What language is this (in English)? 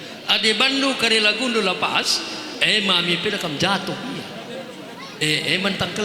Batak Karo